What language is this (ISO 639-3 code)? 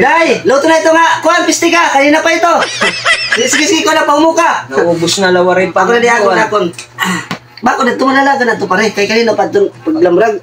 war